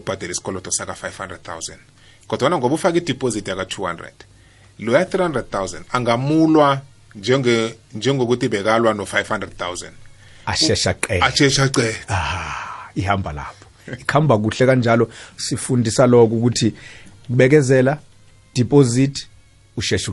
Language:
South Ndebele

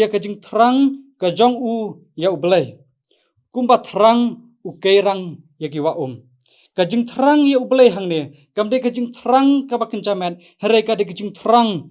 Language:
Khasi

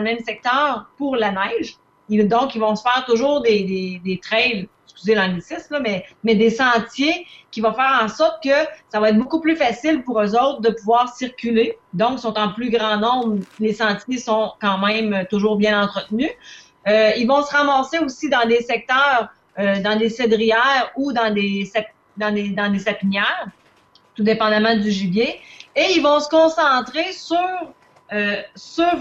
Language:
French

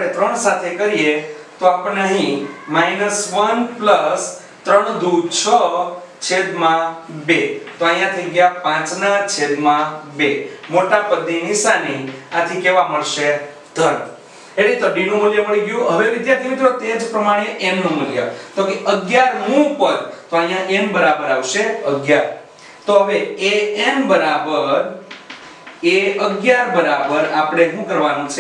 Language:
Gujarati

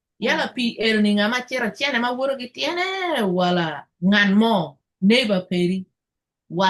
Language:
Acoli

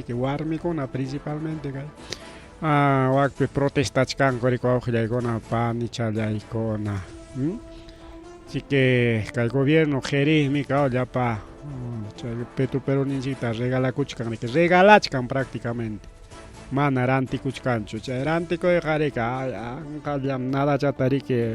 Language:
Ayacucho Quechua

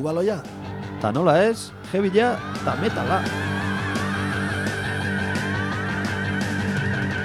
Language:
Basque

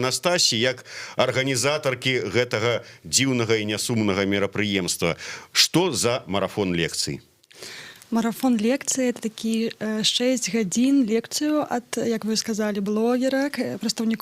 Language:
Belarusian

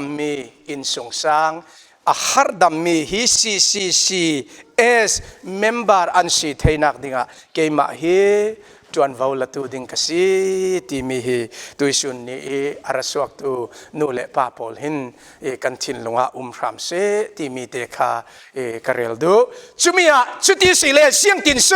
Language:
Falam Chin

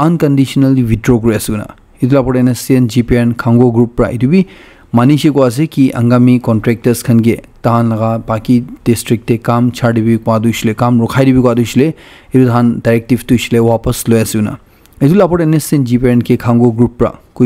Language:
Naga Pidgin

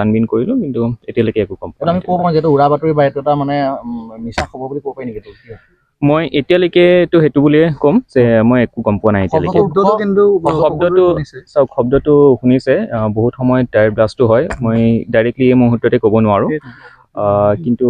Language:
Assamese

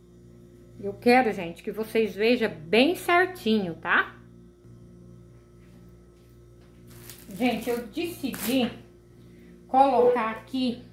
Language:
Portuguese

